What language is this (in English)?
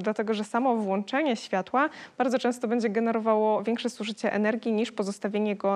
Polish